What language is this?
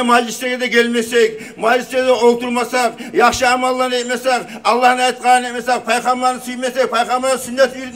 Kumyk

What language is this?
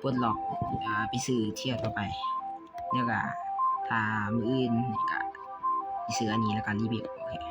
Lao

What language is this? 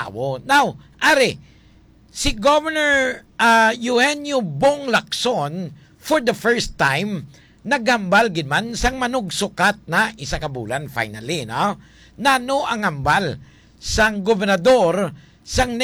Hiligaynon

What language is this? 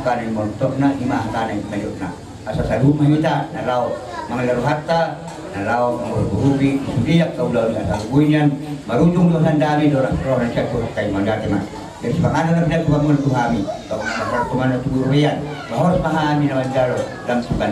Batak Toba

